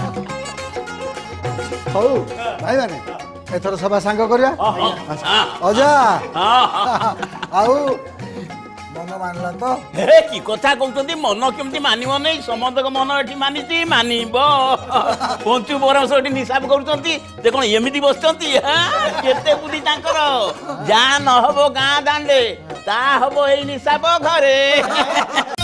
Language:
Odia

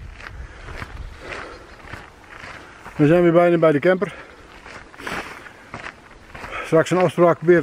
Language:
Dutch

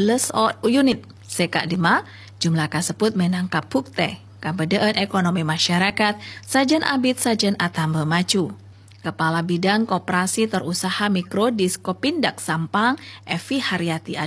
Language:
Madurese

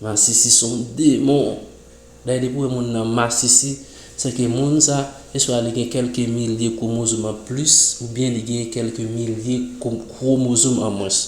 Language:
Haitian Creole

